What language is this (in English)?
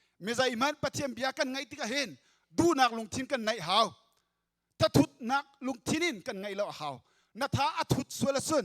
Hakha Chin